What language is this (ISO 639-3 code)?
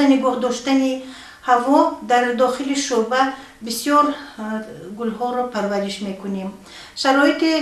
tgk